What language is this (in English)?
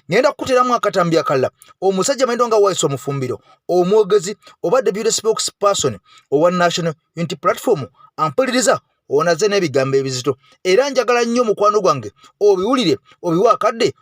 Ganda